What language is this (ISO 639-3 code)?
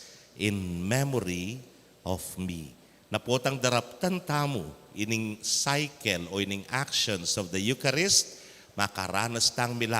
pam